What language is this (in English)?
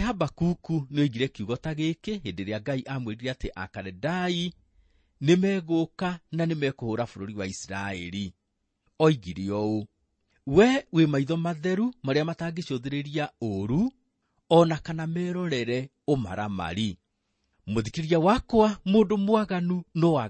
Kikuyu